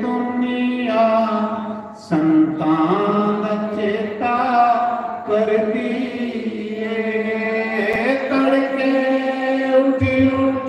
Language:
Dogri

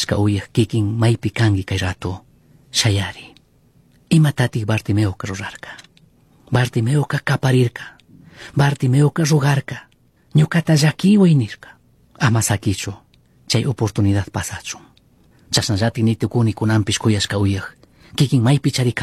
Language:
Chimborazo Highland Quichua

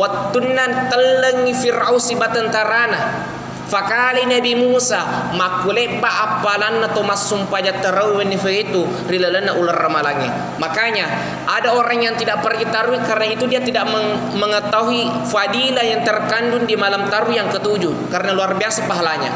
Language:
Buginese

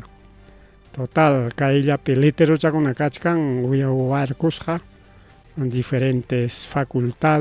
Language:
Ayacucho Quechua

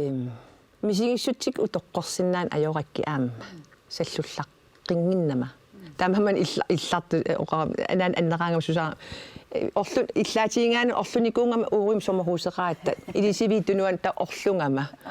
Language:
Kalaallisut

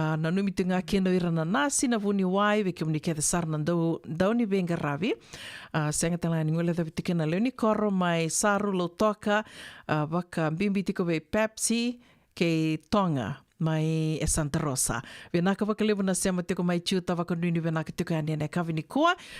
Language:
Fijian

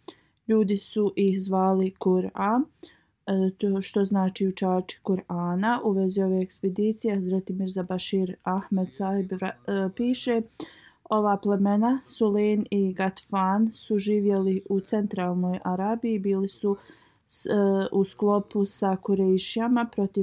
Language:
Bosnian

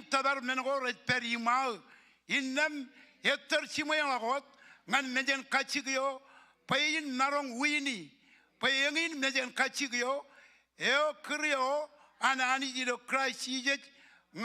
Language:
Marshallese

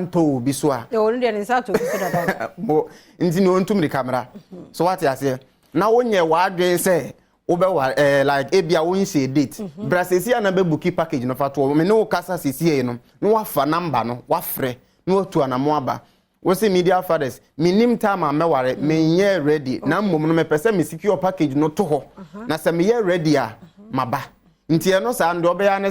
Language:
Akan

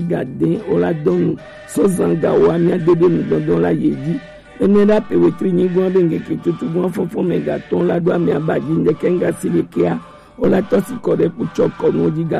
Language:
Gen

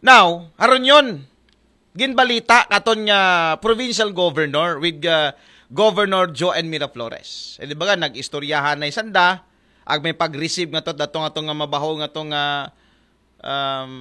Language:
Aklanon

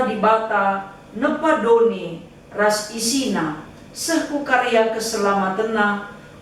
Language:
Batak Karo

